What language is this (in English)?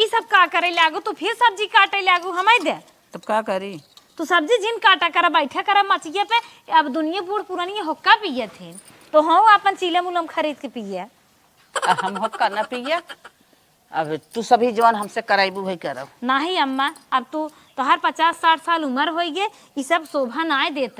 Awadhi